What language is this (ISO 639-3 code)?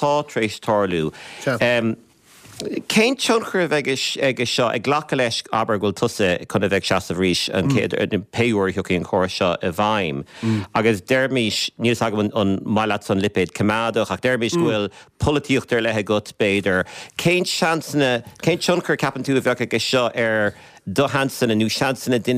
gle